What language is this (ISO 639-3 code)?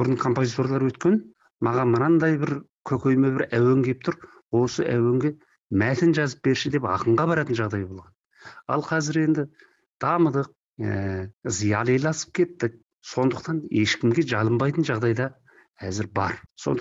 kaz